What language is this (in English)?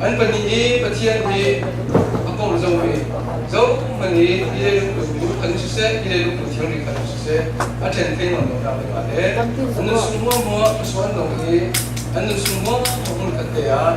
Falam Chin